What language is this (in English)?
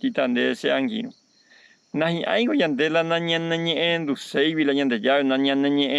Guarani